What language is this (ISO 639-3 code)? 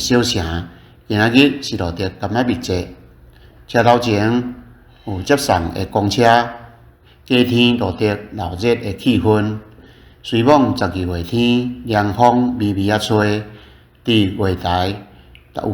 nan